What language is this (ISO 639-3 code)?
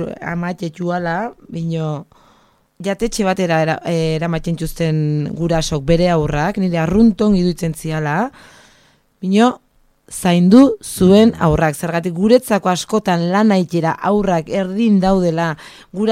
eus